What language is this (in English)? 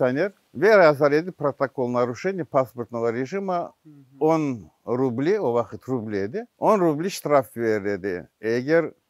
Crimean Tatar